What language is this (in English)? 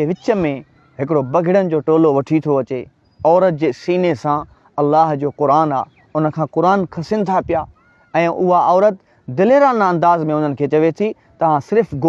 Sindhi